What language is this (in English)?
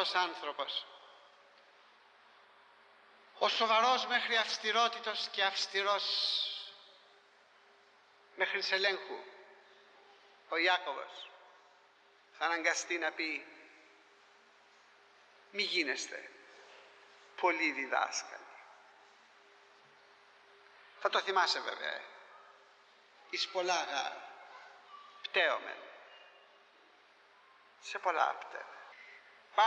Greek